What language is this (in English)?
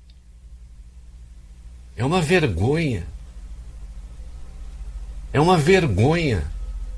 Portuguese